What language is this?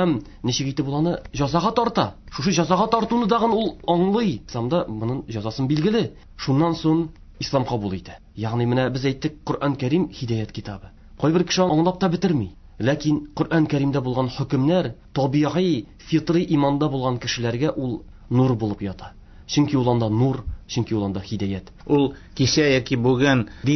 Tatar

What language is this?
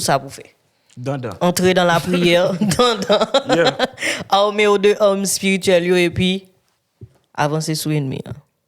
Haitian Creole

